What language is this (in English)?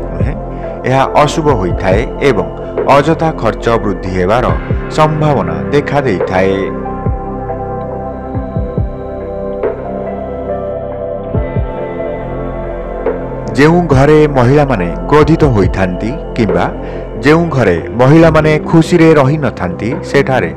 Odia